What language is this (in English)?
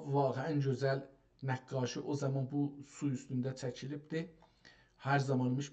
South Azerbaijani